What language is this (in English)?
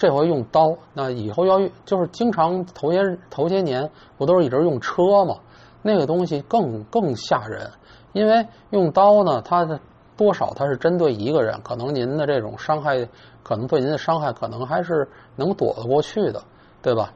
Chinese